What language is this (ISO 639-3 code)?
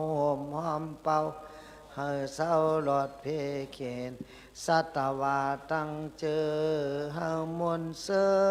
shn